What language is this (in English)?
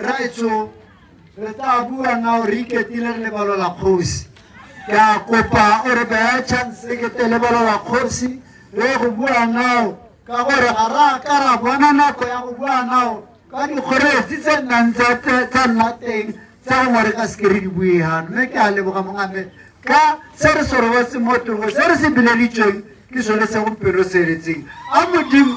Tswana